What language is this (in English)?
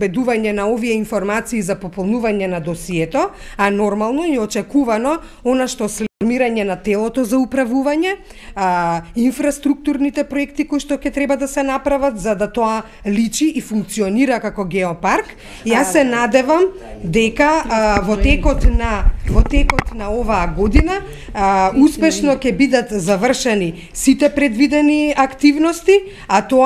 Macedonian